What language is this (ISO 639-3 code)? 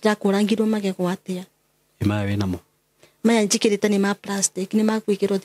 kik